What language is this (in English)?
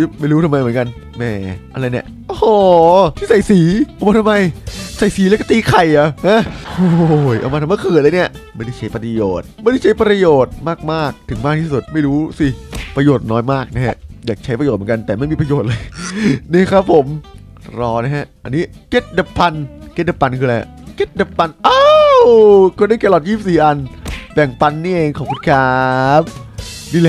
Thai